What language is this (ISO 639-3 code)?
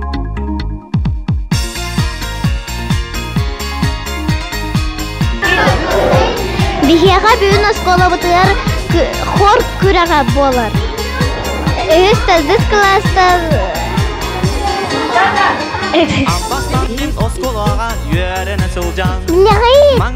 sah